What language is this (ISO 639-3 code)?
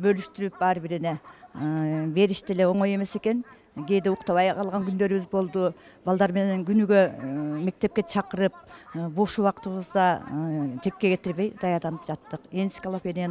kir